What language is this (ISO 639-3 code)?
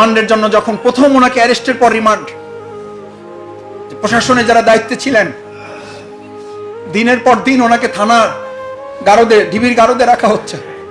ben